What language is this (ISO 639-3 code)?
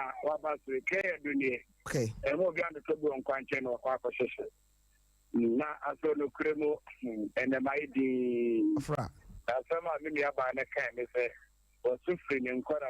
aka